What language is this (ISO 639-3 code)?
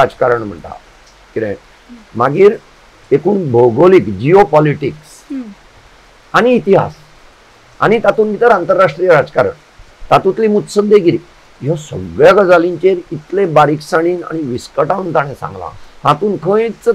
kok